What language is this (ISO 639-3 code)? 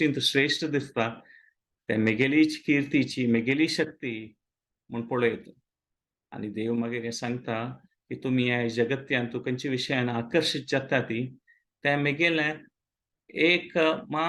kok